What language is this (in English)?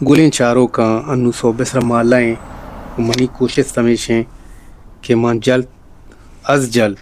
Baluchi